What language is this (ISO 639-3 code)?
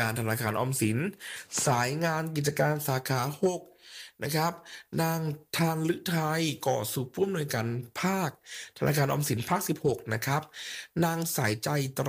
tha